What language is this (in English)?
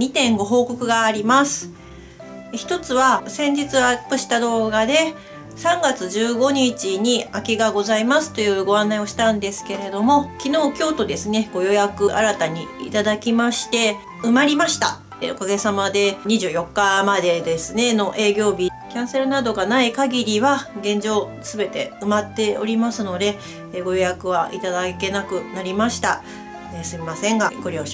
Japanese